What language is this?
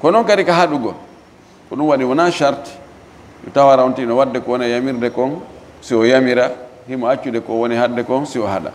Fula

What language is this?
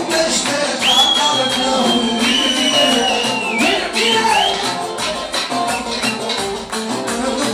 Romanian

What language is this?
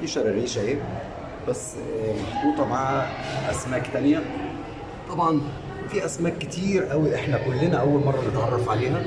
Egyptian Arabic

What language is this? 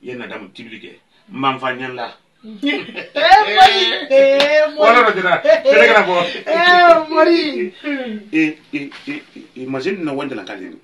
Bambara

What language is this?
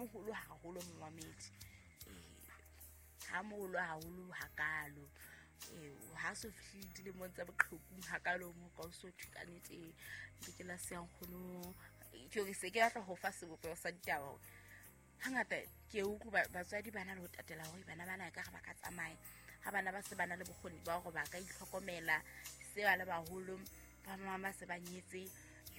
Southern Sotho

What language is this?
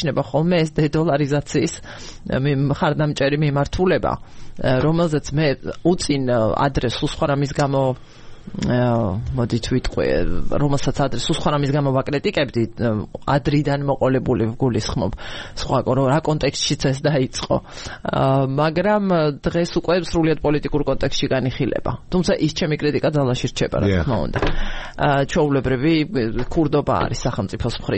Georgian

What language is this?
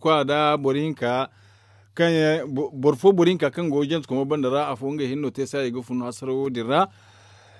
Zarma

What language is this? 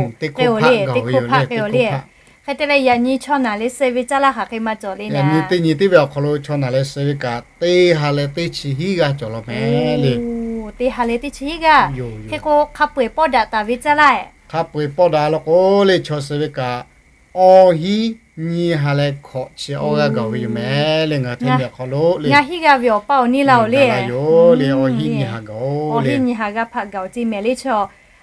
Lahu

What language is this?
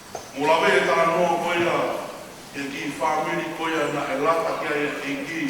Tongan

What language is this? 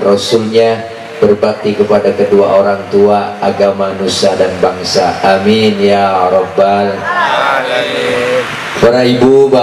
Betawi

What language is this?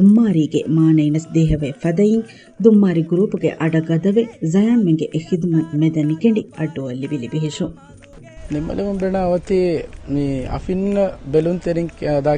Divehi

